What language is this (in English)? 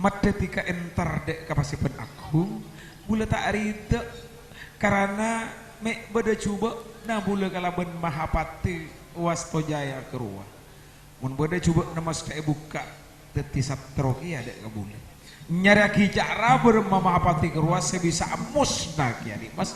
Madurese